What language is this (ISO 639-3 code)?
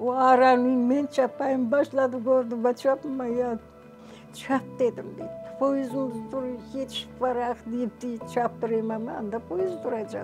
crh